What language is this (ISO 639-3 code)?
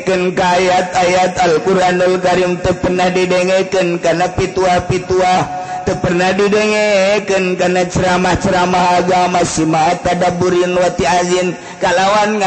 sun